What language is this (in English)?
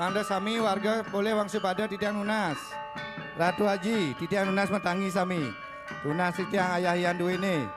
Balinese